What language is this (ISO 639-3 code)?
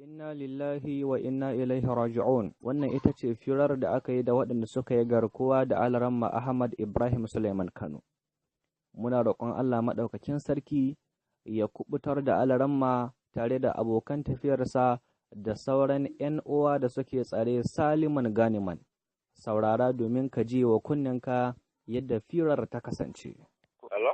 hau